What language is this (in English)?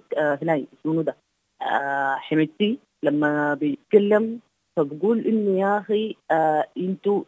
Sudanese Arabic